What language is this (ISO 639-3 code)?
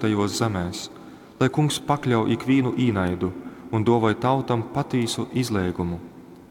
ltg